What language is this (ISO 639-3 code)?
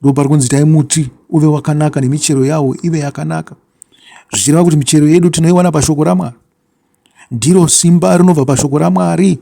sna